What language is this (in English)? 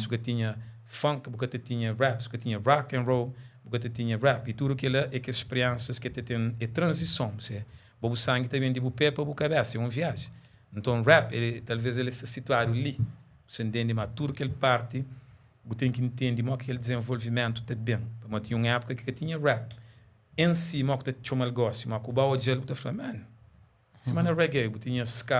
Kabuverdianu